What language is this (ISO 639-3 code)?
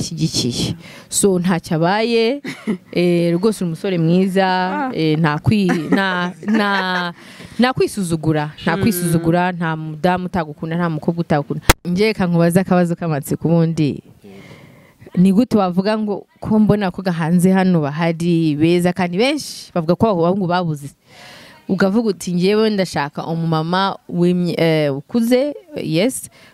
kin